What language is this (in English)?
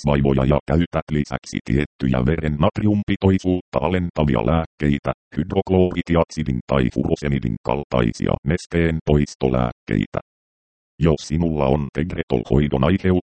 Finnish